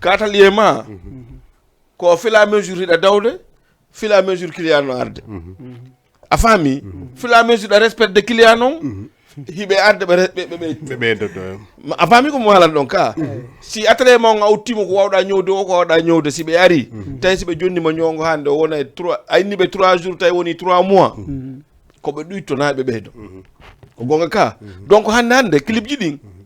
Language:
Fula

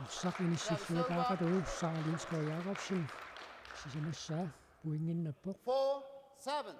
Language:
Kalaallisut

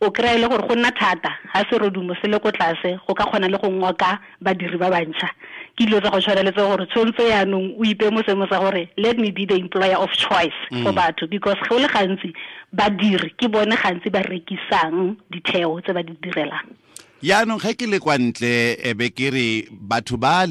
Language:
Tswana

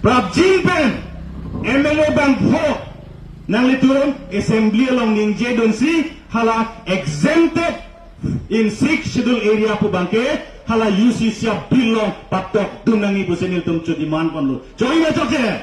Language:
Karbi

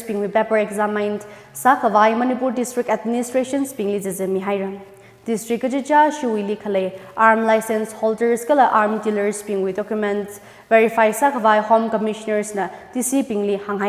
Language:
Tangkhul Naga (India)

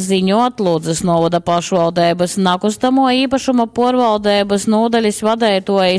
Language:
Latgalian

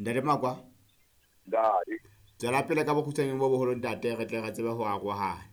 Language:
Southern Sotho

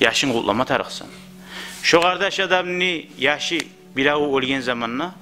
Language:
Kumyk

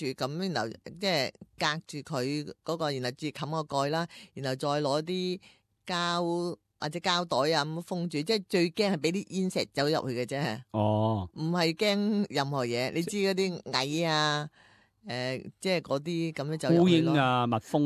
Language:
Cantonese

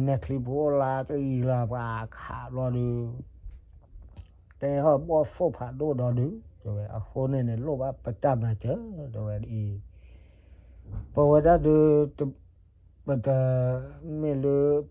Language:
S'gaw Karen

